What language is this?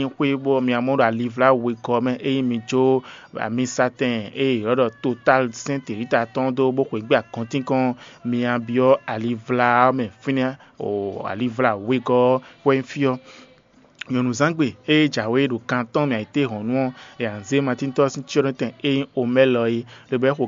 Fon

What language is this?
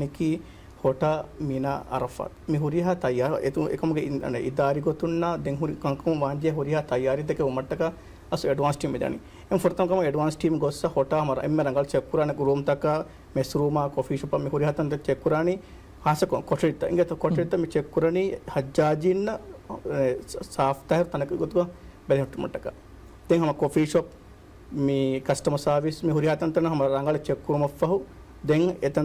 Divehi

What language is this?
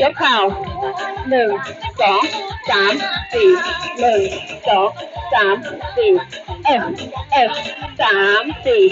Lao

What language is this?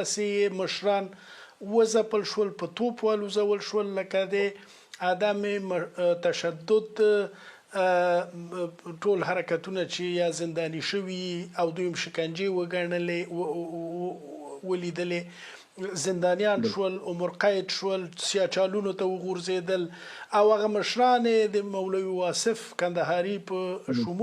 Pashto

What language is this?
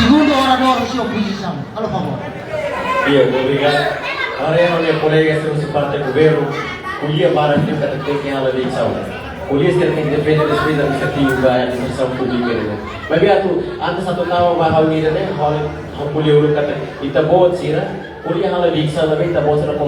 Tetum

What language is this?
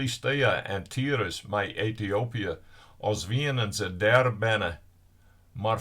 Western Frisian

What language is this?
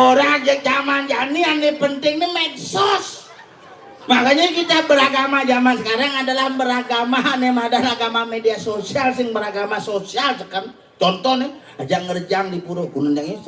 Balinese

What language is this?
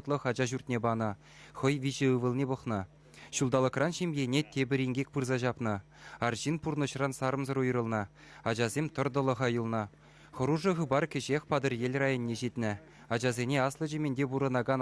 Chuvash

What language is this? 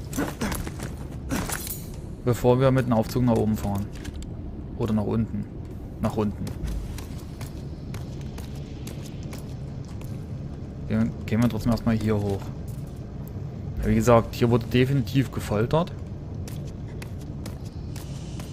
German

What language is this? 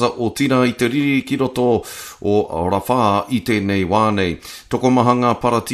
Māori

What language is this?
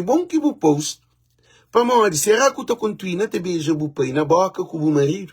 Kabuverdianu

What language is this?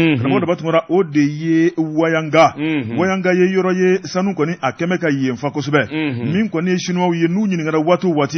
Bambara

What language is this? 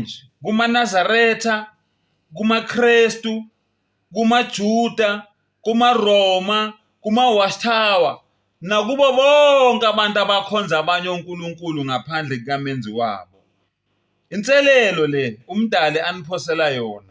Zulu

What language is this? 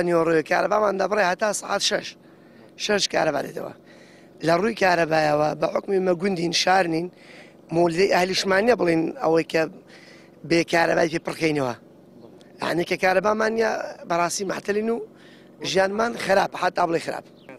Central Kurdish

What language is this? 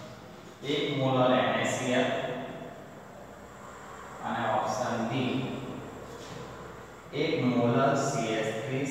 Gujarati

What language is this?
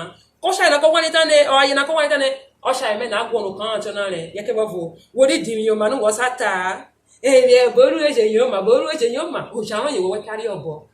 Urhobo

